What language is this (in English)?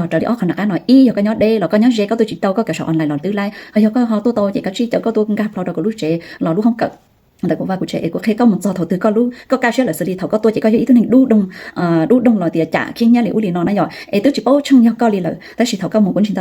Hmong